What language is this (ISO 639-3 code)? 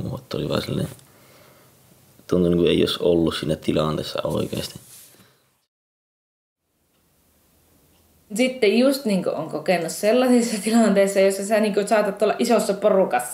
fin